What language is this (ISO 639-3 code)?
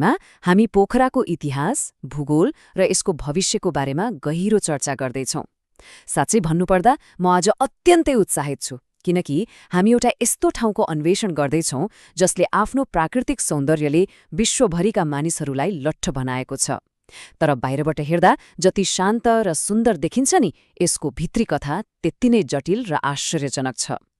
nep